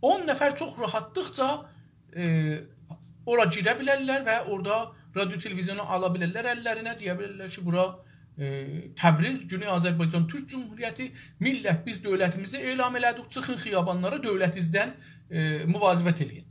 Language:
South Azerbaijani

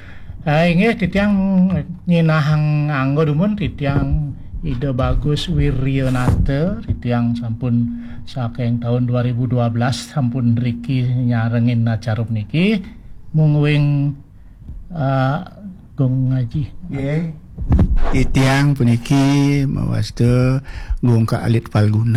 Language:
Balinese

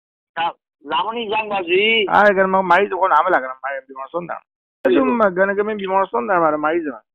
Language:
Persian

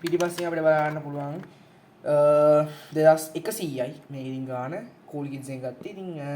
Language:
Sinhala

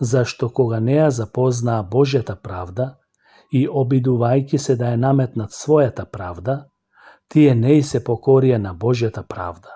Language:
Macedonian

